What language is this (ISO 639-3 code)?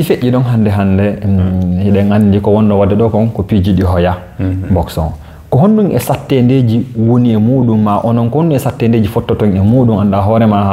ful